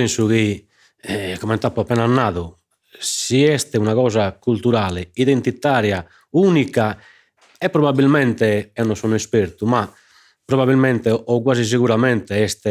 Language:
Sardinian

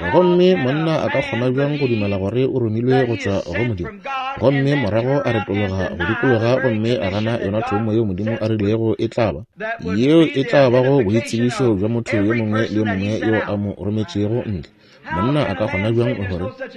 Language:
Northern Sotho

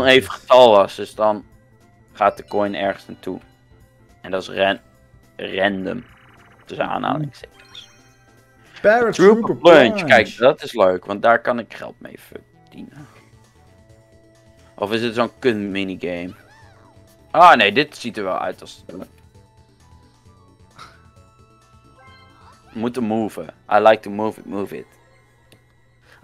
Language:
Dutch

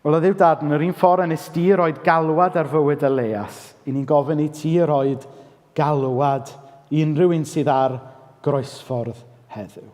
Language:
Welsh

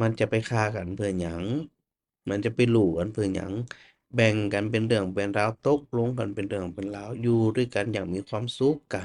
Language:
Northern Thai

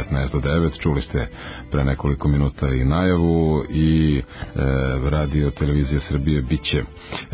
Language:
Serbian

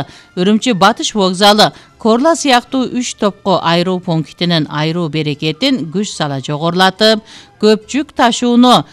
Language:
Kyrgyz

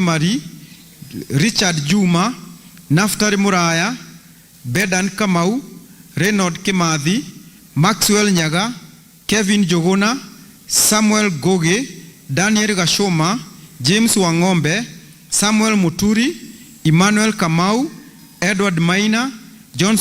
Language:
Kikuyu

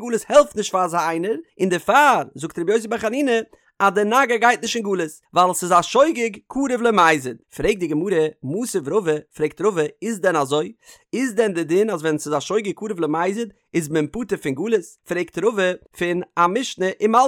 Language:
Yiddish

